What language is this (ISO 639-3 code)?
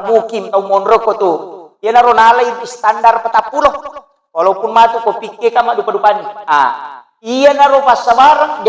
bug